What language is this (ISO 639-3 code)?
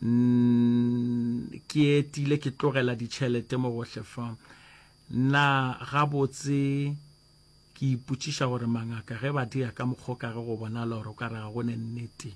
nso